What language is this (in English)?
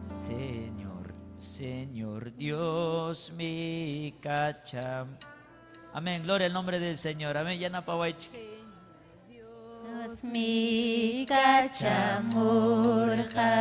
Ayacucho Quechua